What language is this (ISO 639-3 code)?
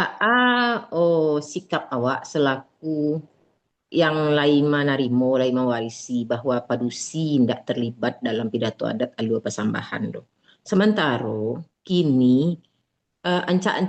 min